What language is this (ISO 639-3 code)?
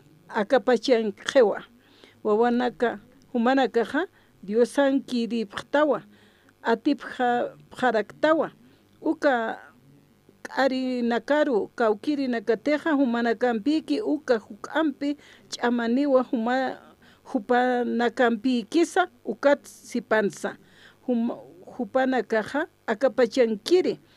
aym